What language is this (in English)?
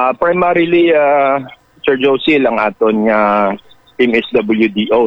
Hiligaynon